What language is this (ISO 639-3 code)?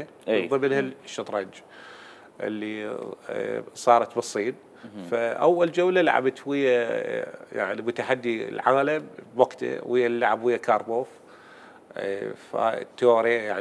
acm